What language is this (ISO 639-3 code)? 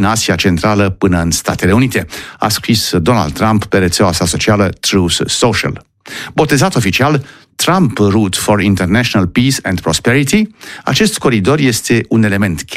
ron